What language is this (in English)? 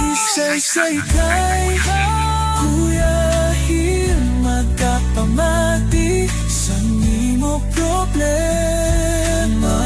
Hiligaynon